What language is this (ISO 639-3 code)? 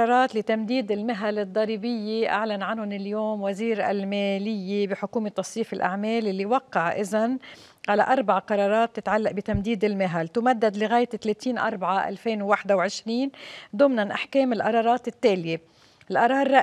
apc